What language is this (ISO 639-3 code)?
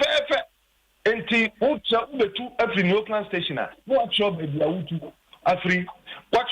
aka